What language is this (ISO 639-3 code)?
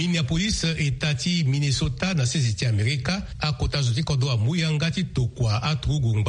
sag